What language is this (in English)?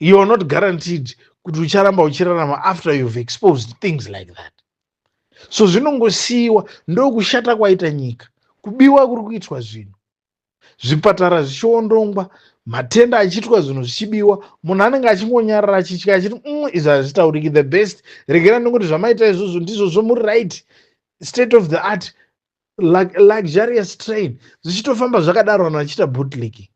Shona